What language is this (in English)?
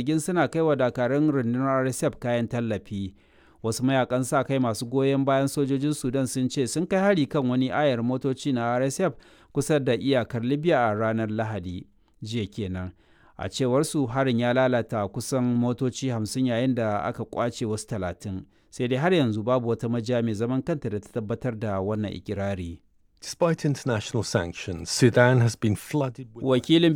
Hausa